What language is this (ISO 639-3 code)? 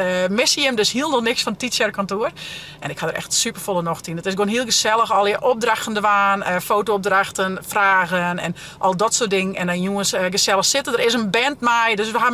fry